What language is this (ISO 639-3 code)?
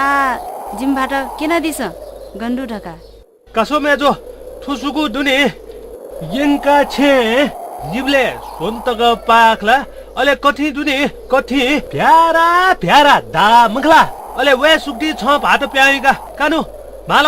new